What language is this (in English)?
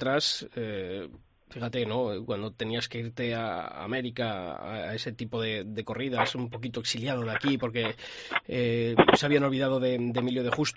Spanish